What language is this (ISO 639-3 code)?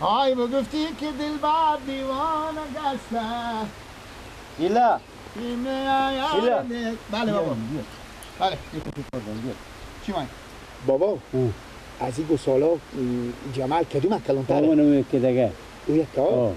fas